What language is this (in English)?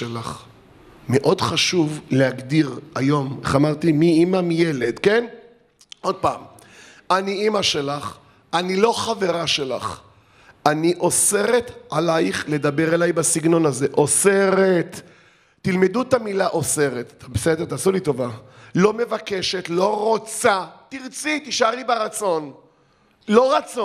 Hebrew